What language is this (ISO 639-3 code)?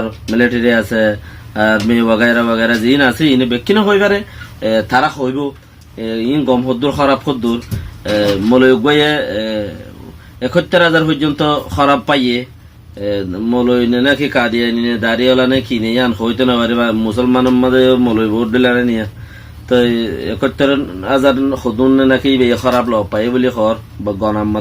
rhg